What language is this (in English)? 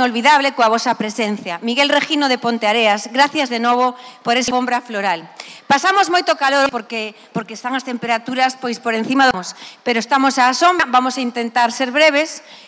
Galician